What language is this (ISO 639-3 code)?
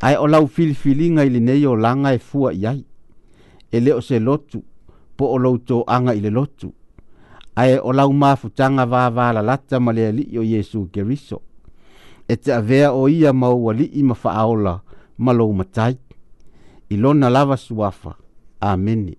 smo